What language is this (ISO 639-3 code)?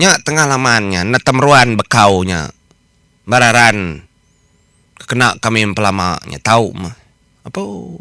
iba